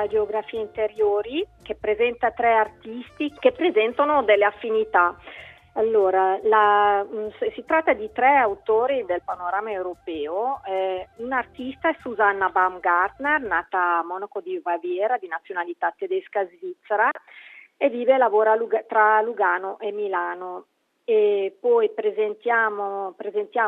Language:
Italian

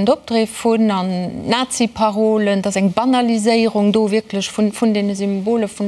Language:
Luxembourgish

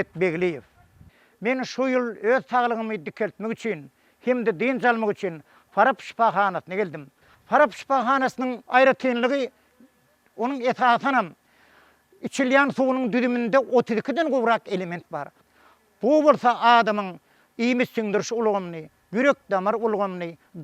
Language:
Turkmen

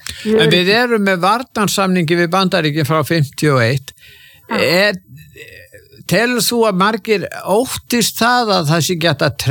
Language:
Icelandic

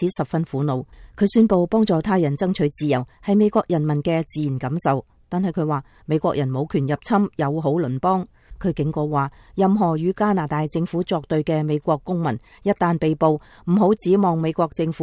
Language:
Cantonese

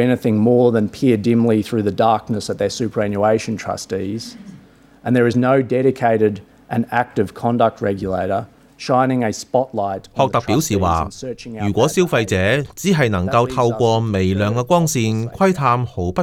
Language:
Cantonese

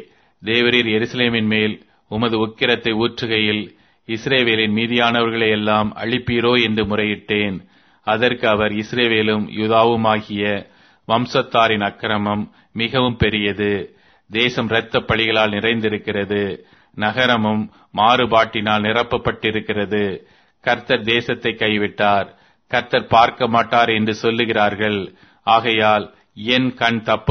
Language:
Tamil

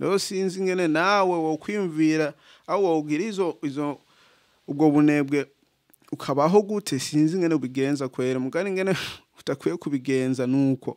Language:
Rundi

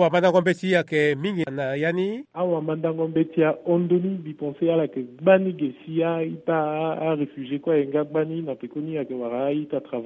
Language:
Sango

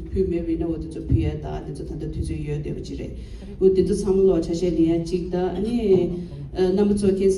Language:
Tibetan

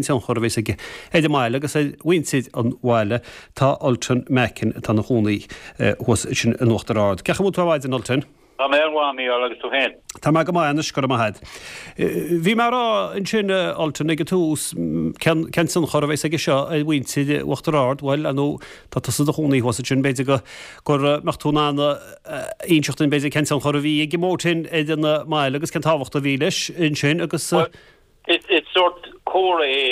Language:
Irish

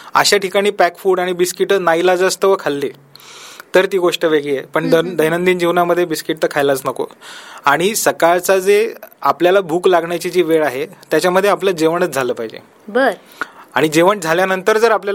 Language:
Marathi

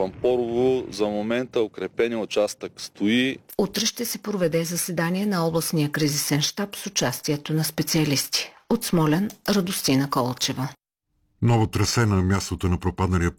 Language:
Bulgarian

